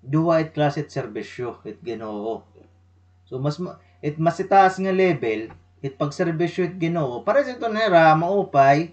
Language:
Waray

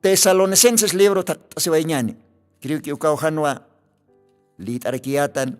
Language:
Aymara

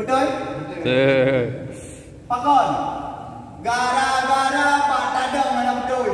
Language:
Achinese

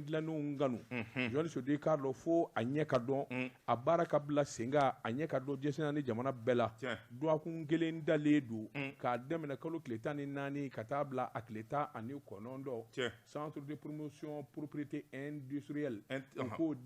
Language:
Bambara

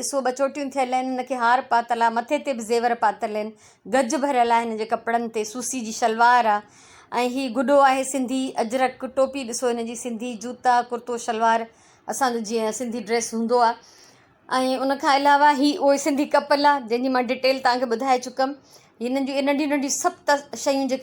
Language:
Sindhi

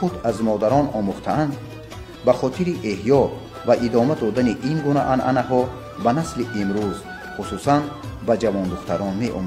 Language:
Tajik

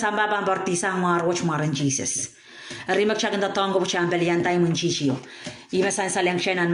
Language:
Pohnpeian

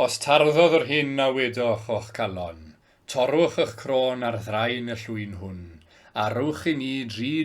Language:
Welsh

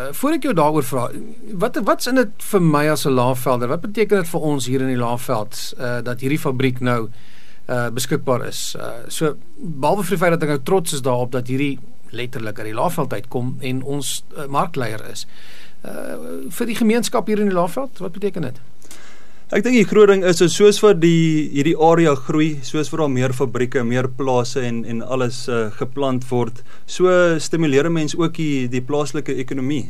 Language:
Afrikaans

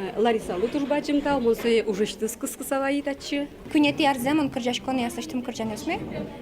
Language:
Udmurt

